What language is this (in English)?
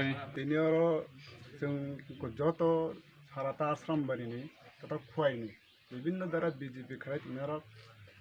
Kok Borok